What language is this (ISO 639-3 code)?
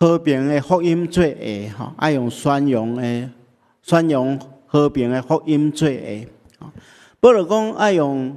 nan